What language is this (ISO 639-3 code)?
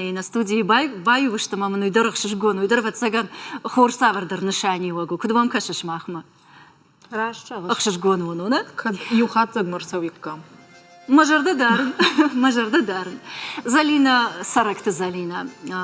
oss